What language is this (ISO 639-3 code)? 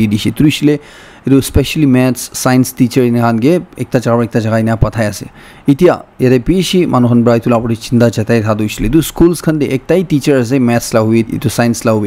nag